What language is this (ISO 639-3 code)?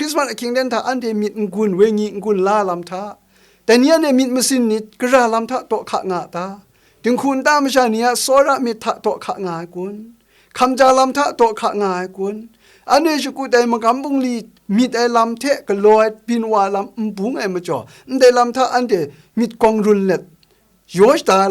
kac